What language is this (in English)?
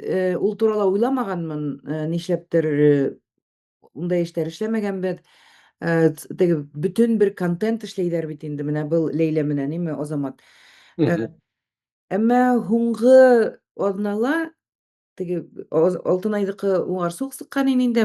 Bashkir